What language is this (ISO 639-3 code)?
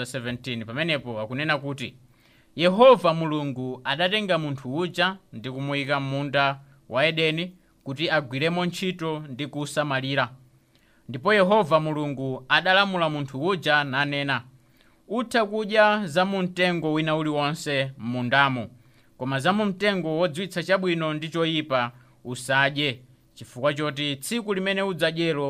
nya